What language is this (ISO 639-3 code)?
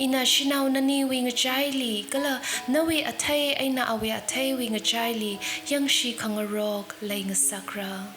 nmf